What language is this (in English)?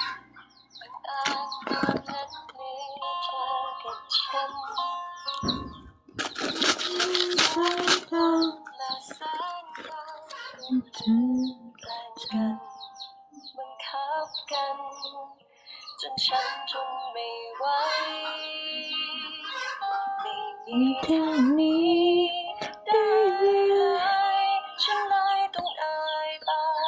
Thai